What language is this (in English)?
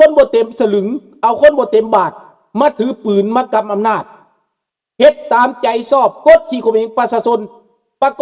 Lao